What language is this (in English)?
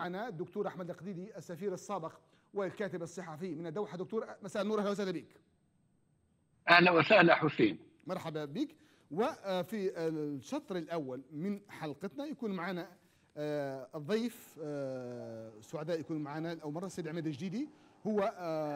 Tunisian Arabic